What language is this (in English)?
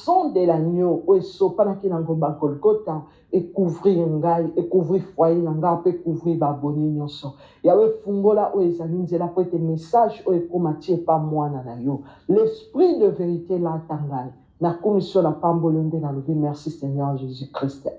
Lingala